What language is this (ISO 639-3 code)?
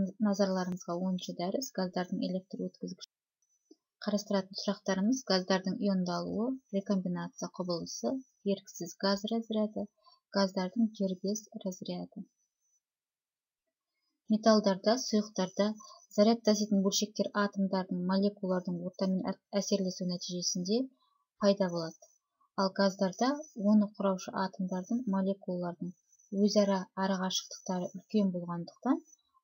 kaz